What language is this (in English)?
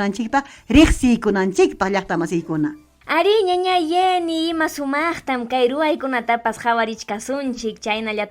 Ayacucho Quechua